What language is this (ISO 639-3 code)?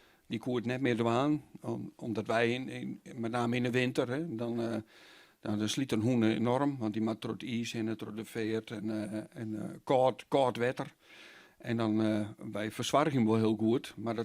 fry